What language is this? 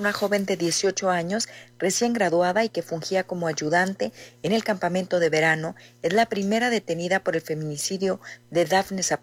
Spanish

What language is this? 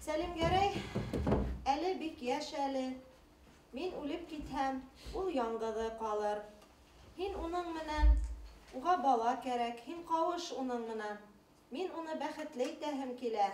Bashkir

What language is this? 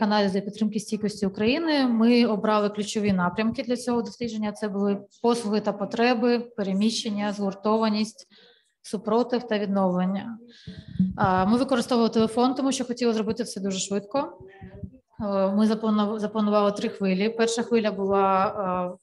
Ukrainian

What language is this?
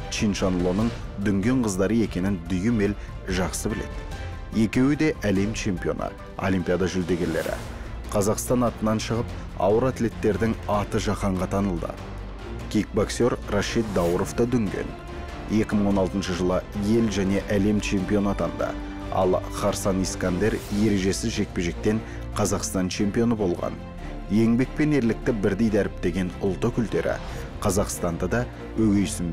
Kazakh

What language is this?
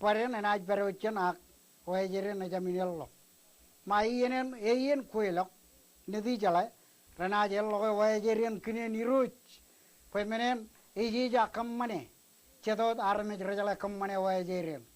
Marshallese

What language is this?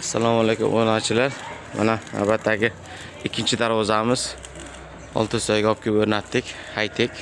Uzbek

